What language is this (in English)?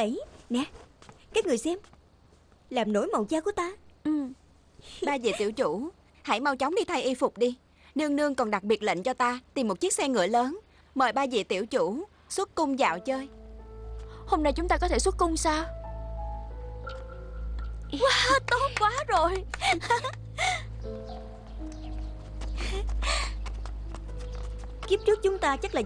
Vietnamese